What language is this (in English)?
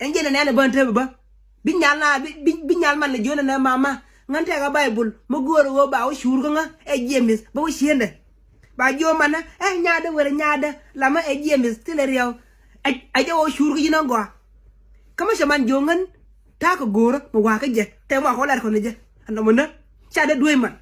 Nuer